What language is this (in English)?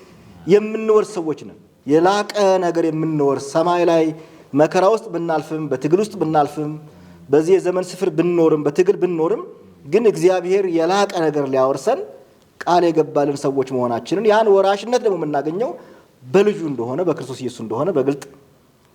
Amharic